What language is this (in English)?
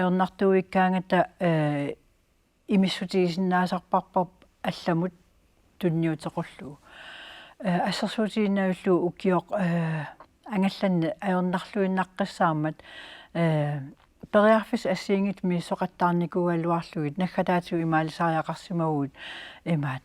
Kalaallisut